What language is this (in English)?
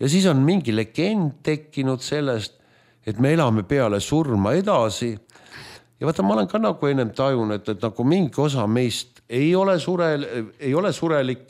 Estonian